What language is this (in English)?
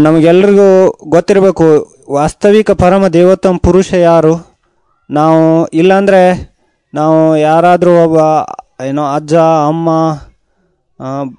Kannada